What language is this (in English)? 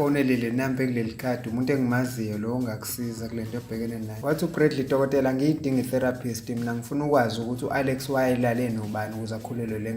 Zulu